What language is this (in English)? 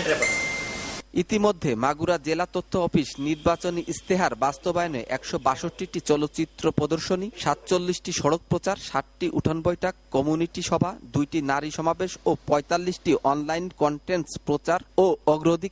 Bangla